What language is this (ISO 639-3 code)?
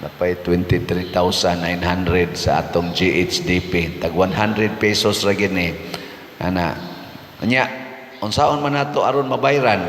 ceb